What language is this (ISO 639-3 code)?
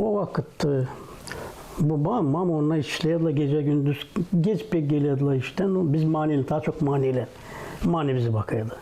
gag